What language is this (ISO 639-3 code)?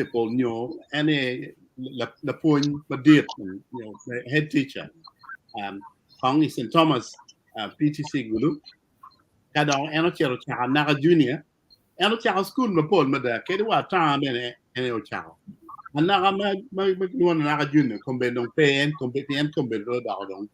ach